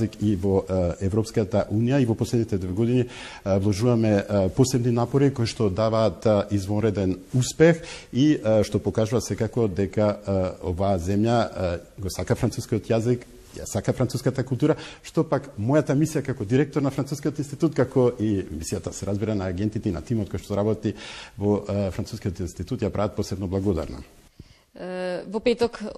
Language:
Macedonian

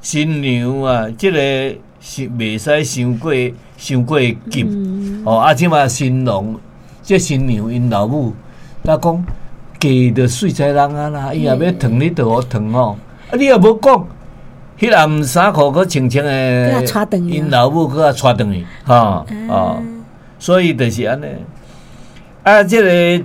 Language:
Min Nan Chinese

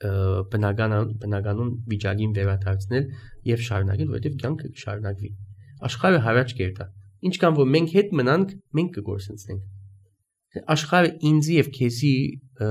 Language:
Armenian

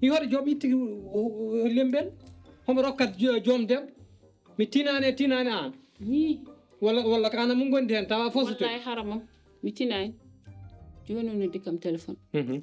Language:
Fula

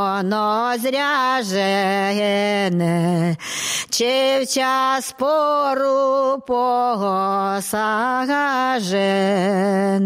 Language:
Ukrainian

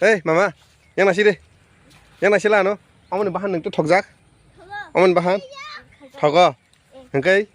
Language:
Kok Borok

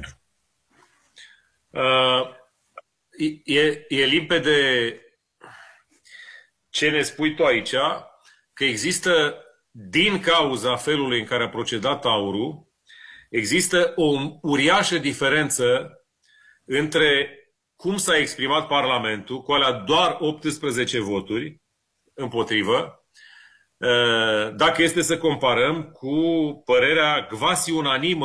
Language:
Romanian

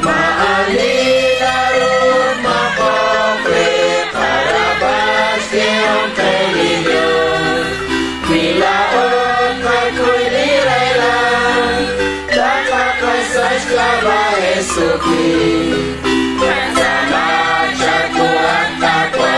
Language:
Kekchí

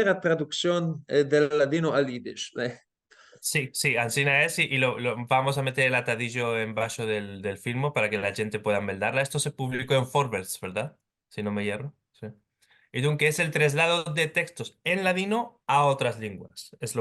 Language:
Ladino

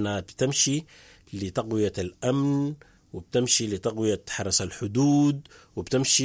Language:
Sudanese Arabic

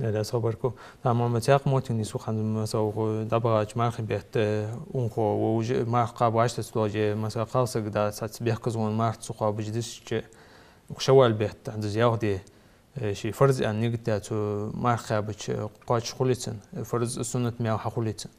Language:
Ingush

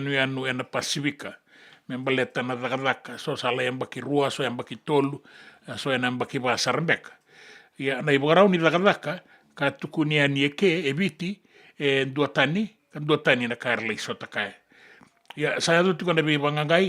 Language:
Fijian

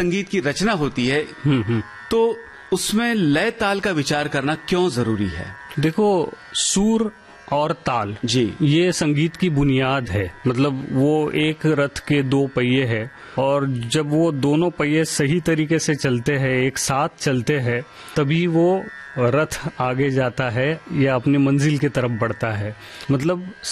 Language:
Hindi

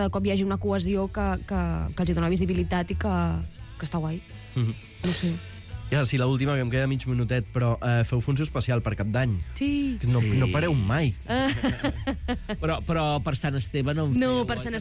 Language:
Catalan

